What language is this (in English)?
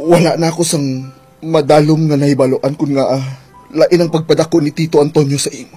Hiligaynon